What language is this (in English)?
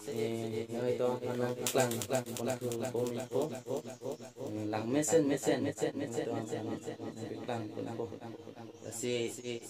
Karbi